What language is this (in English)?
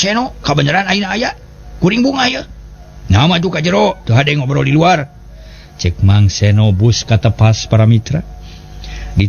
Sundanese